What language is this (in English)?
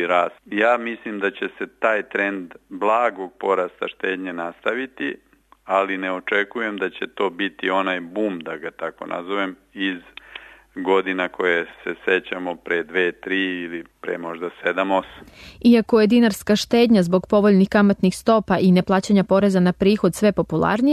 Serbian